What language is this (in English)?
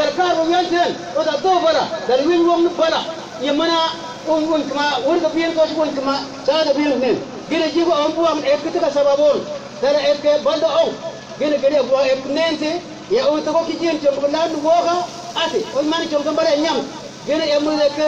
Mabaan